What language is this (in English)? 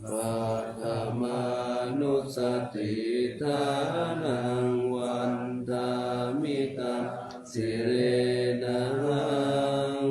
Pali